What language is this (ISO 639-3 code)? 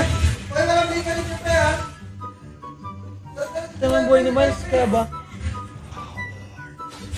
fil